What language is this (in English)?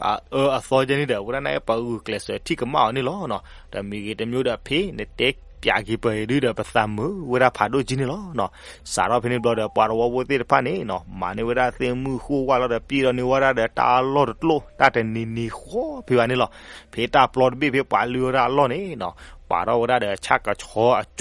S'gaw Karen